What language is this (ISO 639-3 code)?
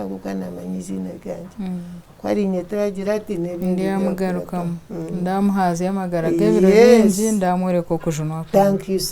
nyn